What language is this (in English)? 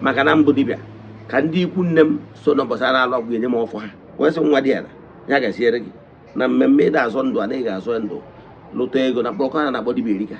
Igbo